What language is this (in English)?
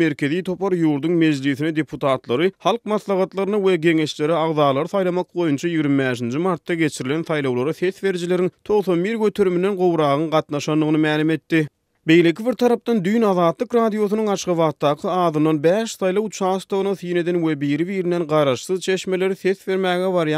Turkmen